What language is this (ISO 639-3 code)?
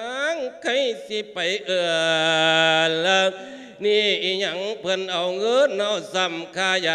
lao